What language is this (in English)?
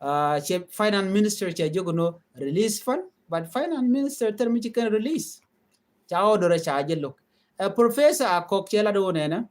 Nuer